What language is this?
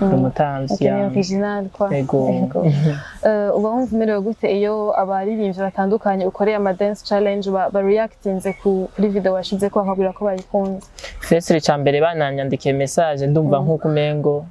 Rundi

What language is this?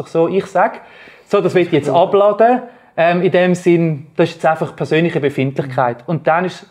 Swiss German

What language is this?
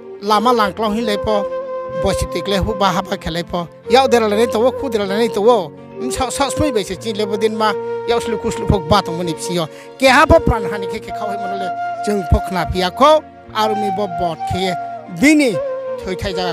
Riang (India)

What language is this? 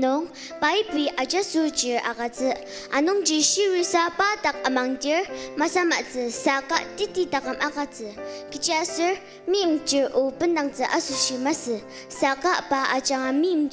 Ao Naga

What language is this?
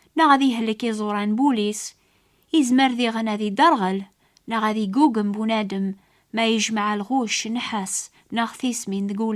Kabyle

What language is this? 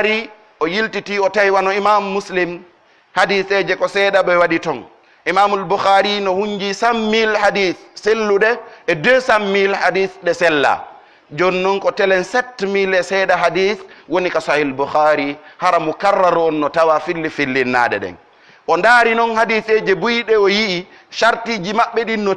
Pular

